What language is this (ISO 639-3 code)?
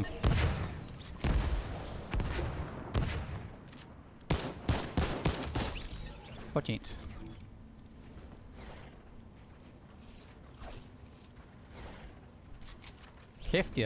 dan